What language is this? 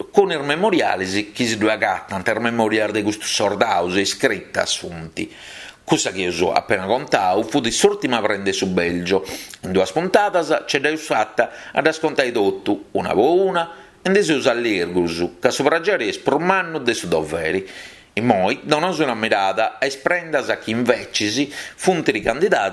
Sardinian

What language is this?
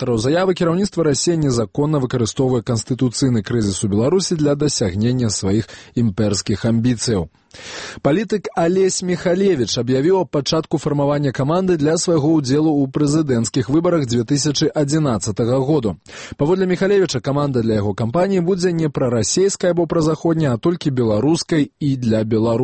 Belarusian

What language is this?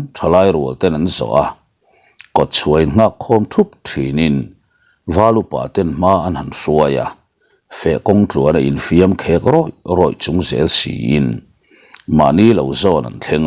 Mizo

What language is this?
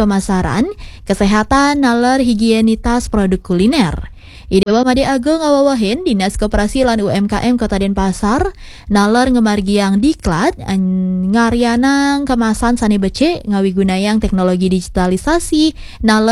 Balinese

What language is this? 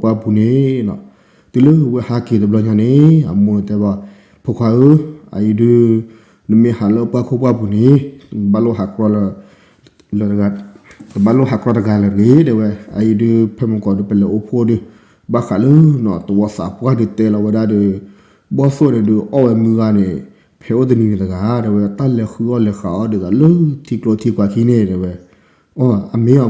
S'gaw Karen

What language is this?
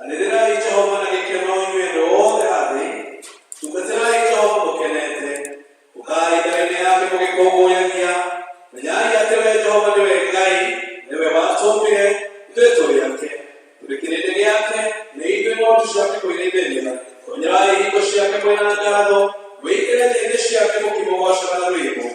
Kikuyu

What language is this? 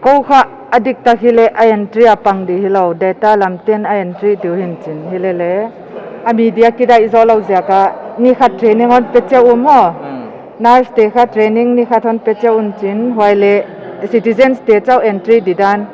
Paite Chin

